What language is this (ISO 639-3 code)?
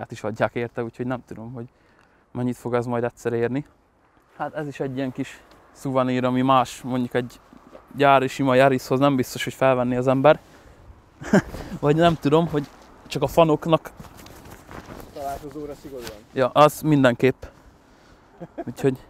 hun